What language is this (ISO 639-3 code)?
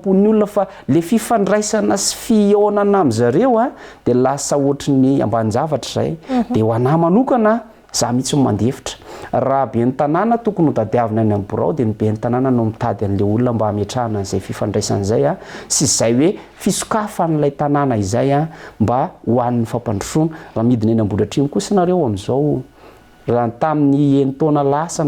mlg